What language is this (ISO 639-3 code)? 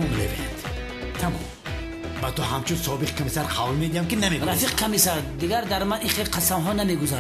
tgk